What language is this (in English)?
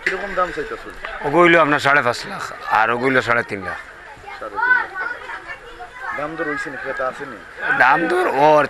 Sylheti